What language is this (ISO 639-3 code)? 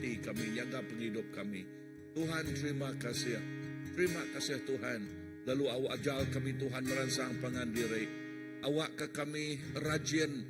iba